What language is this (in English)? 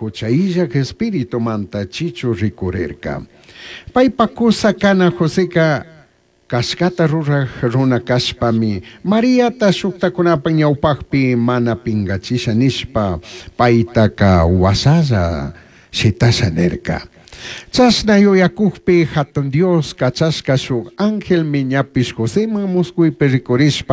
Chimborazo Highland Quichua